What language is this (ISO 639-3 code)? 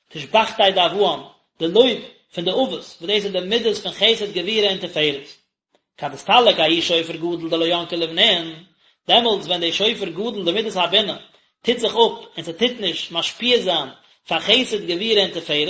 yid